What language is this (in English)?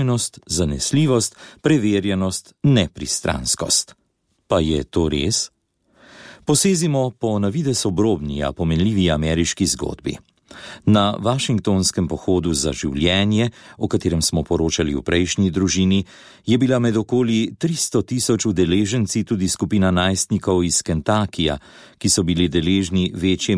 Slovenian